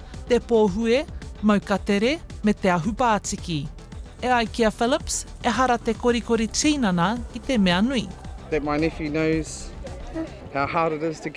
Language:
Māori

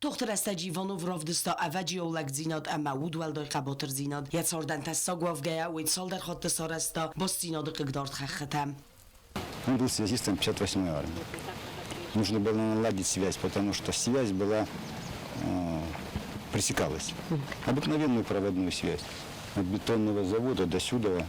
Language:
Ossetic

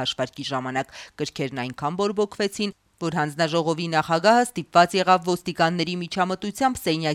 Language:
Armenian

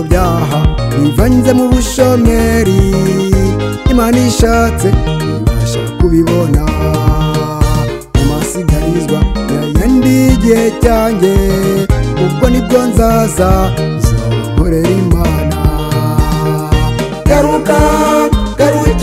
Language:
Kinyarwanda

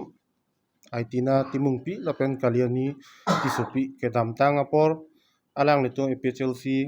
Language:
Karbi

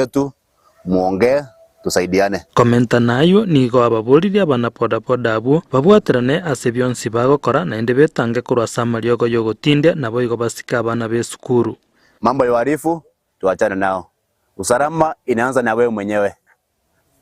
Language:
Gusii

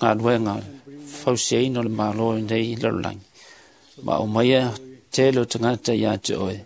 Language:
Samoan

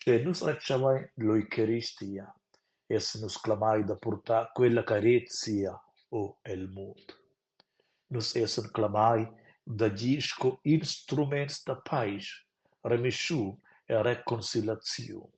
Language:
Romansh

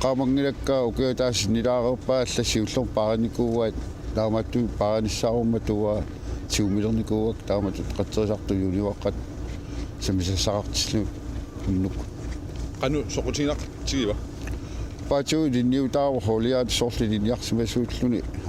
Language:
Kalaallisut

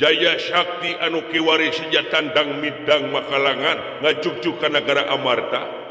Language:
Sundanese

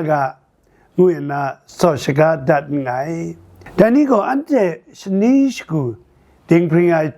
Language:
Kachin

